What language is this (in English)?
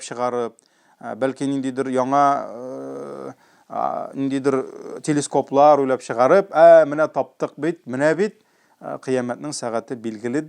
Tatar